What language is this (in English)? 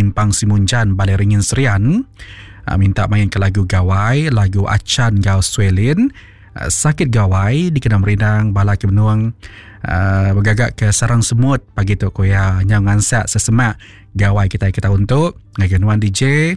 Iban